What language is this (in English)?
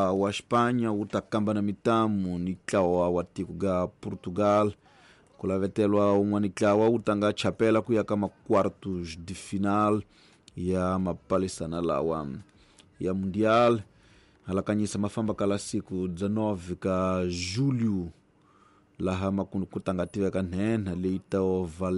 Tsonga